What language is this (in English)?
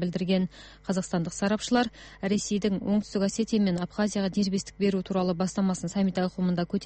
Kazakh